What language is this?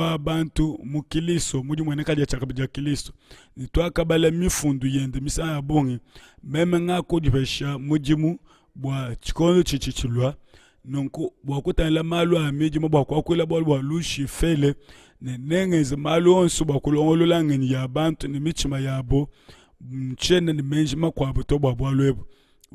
Luba-Lulua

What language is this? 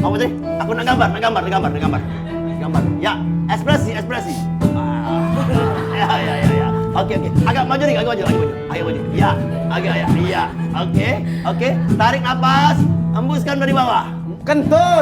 Musi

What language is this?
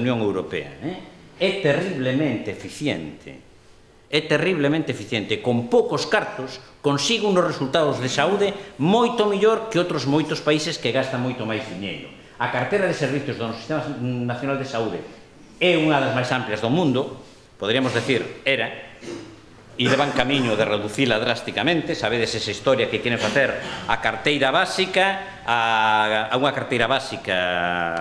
Galician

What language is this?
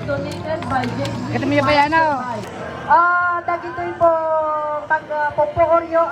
Iloko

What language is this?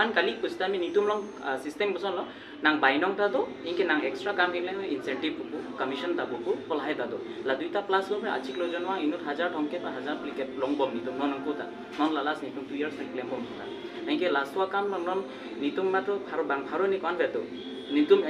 Karbi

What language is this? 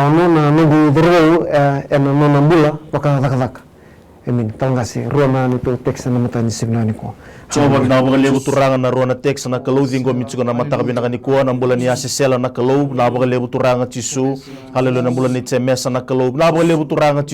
Fijian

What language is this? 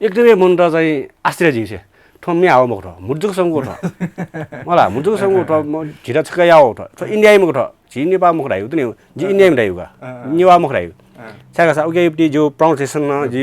Newari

